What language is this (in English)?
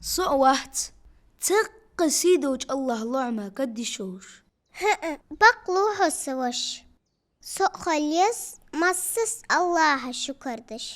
Ingush